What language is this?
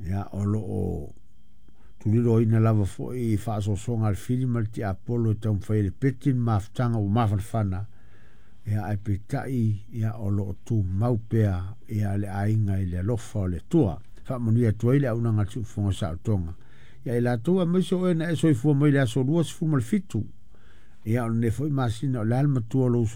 Samoan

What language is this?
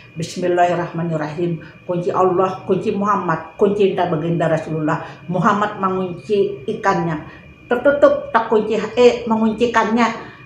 Banjar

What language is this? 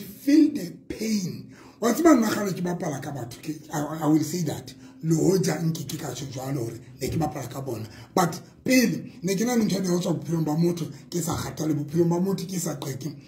Southern Sotho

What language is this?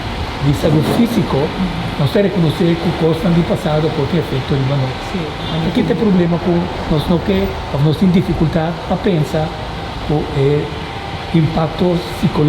Papiamento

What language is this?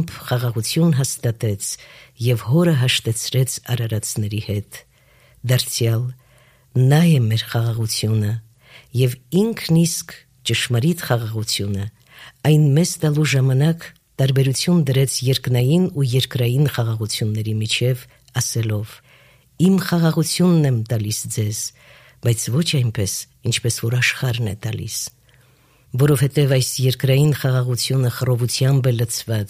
Armenian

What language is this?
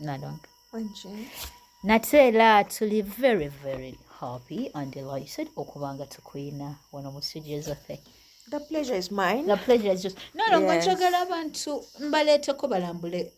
Ganda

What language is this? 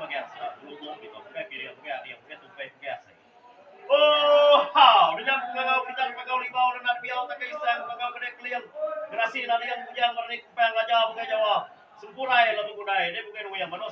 Iban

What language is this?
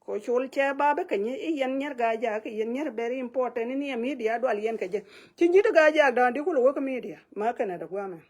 Nuer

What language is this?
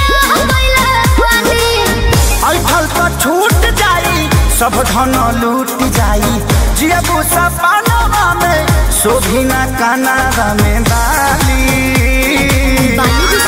Bhojpuri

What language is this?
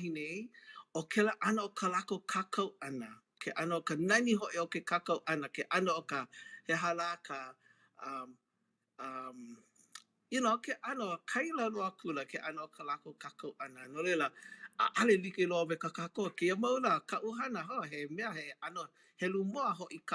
Hawaiian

